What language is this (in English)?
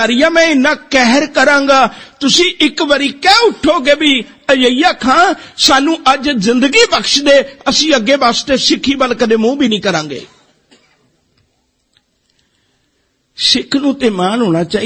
Punjabi